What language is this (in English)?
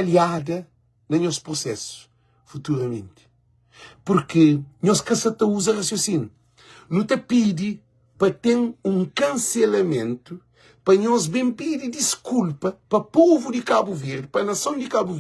Kabuverdianu